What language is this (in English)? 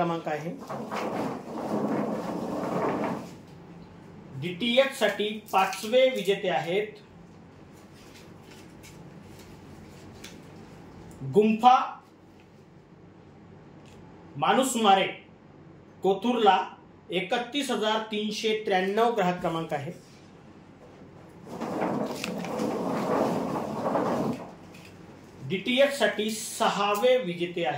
Marathi